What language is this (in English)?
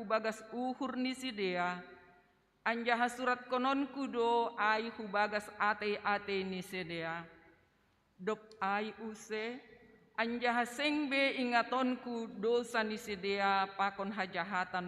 Batak Simalungun